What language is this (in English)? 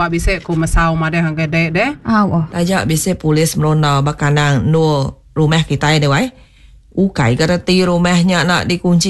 Iban